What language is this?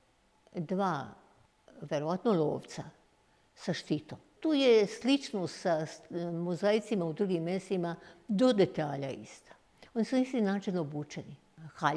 Serbian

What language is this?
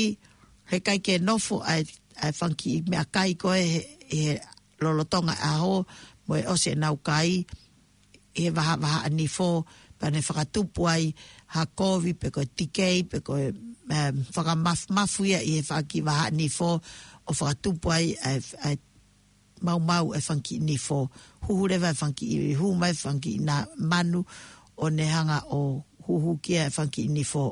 Tongan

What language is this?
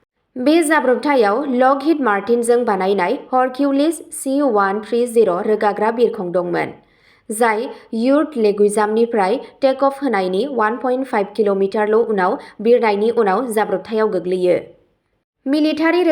Bodo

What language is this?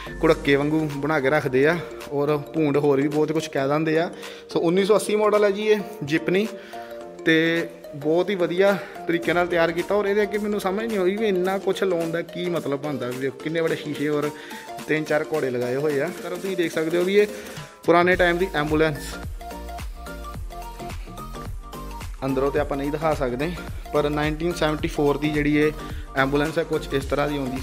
Punjabi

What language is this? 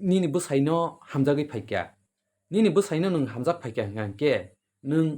Kok Borok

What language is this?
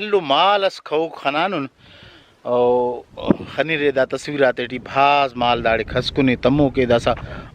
Brahui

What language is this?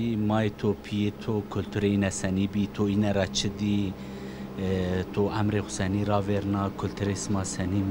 Zaza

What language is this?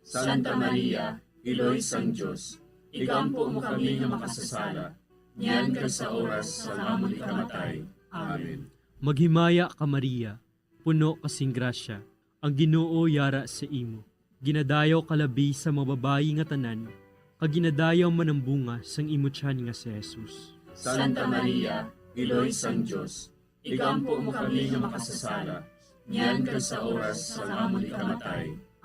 Hiligaynon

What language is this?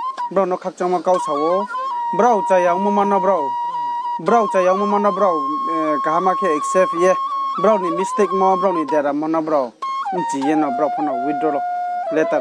Riang (India)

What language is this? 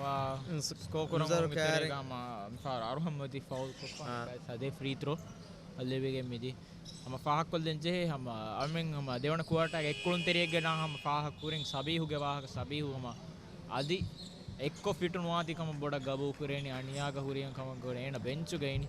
Divehi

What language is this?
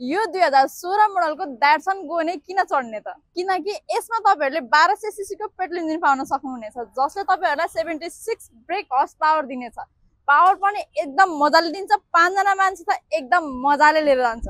Nepali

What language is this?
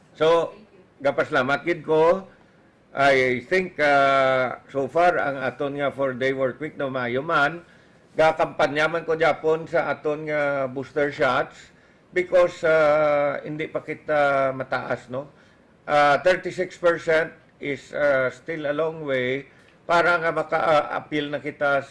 Hiligaynon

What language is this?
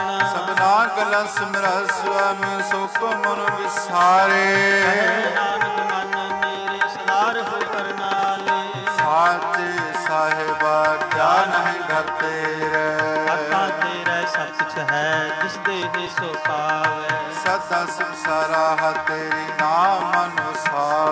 Punjabi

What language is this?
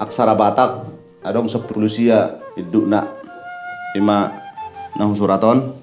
Batak Toba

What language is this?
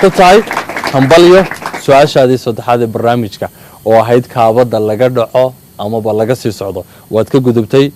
Somali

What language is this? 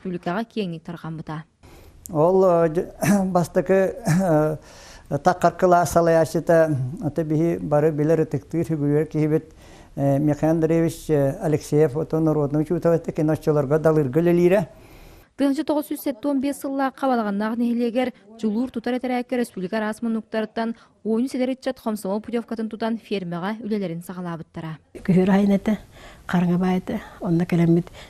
Yakut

